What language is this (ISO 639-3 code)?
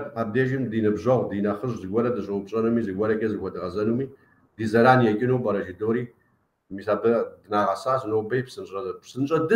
kbd